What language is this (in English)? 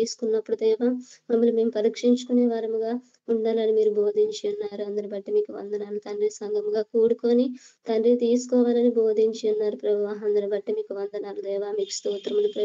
Telugu